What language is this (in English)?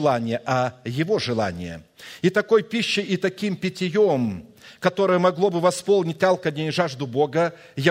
Russian